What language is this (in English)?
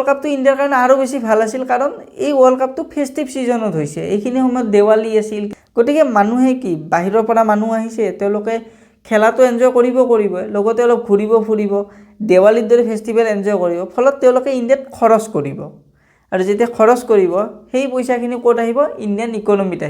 Assamese